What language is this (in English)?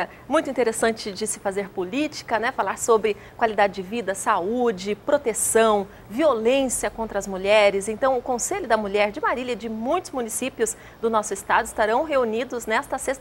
Portuguese